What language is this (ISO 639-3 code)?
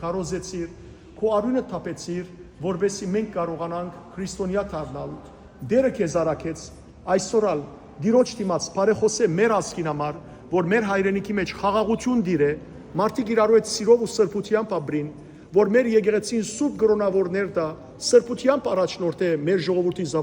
hyw